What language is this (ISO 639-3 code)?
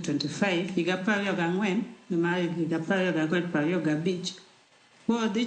luo